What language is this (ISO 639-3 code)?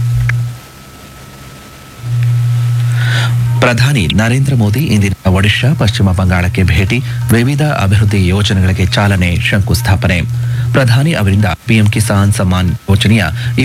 kan